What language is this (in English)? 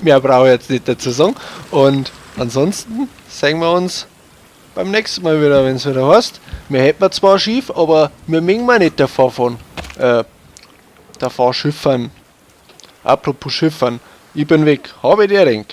Bavarian